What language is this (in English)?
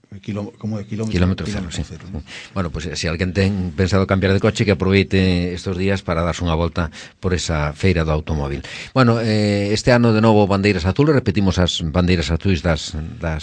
Galician